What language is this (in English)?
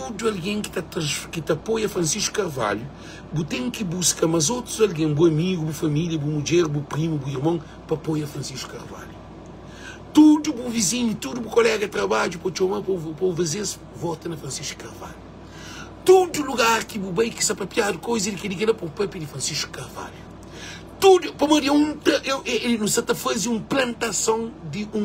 Kabuverdianu